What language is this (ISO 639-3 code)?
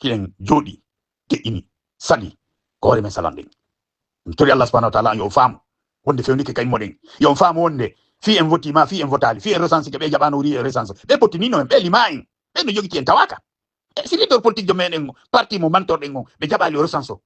ful